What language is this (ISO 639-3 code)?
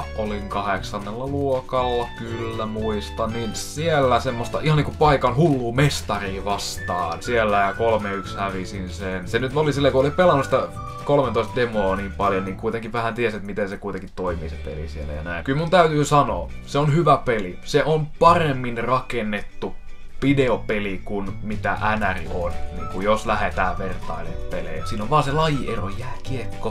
fin